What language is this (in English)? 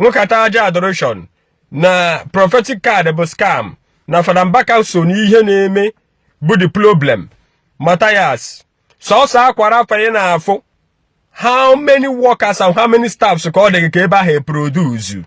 Igbo